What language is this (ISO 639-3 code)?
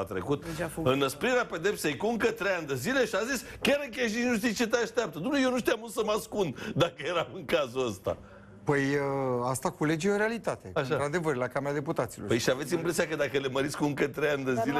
ron